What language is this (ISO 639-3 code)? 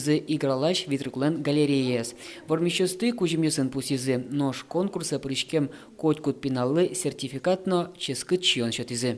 udm